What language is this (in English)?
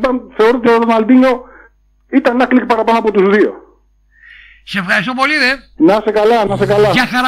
Greek